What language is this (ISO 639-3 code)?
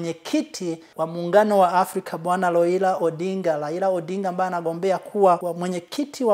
swa